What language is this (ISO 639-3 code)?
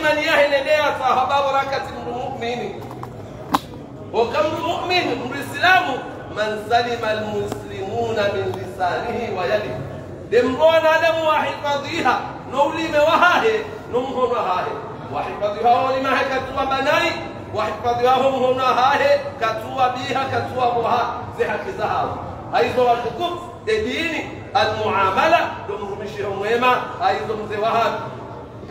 swa